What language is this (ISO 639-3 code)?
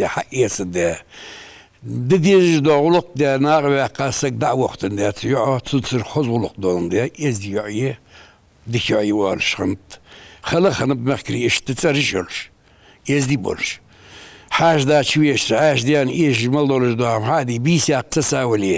inh